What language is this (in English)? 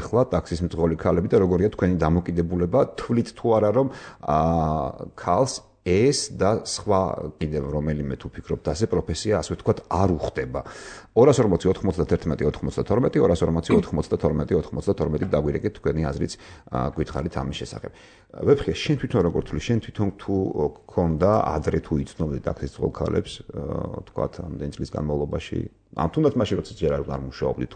Georgian